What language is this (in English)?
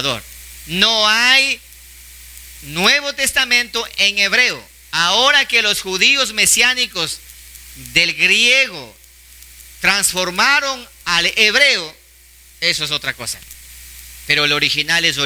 Spanish